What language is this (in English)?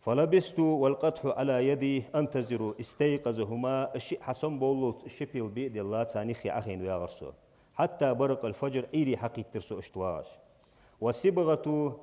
Ingush